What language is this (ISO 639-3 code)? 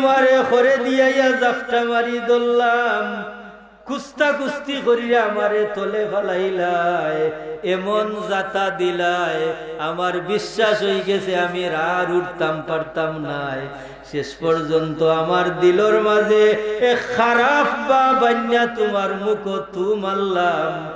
syl